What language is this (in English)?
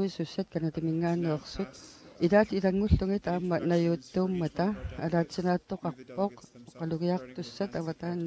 Kalaallisut